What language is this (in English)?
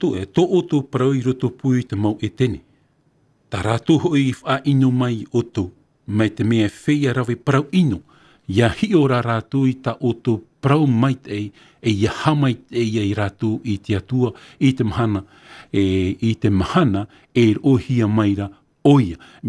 Tahitian